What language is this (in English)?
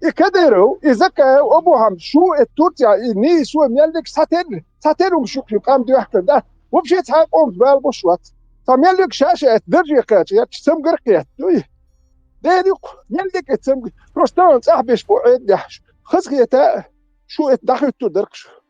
Chechen